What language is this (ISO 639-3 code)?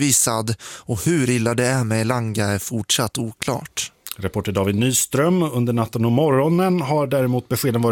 swe